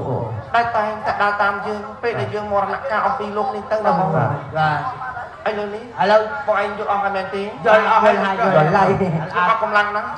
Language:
Khmer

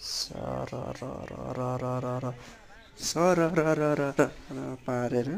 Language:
Nepali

